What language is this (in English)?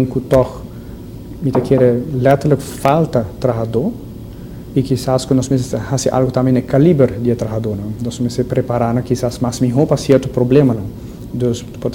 Papiamento